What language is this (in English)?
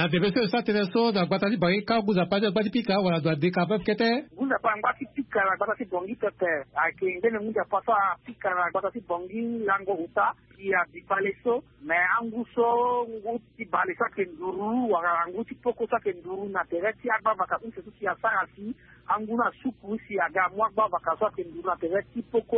Sango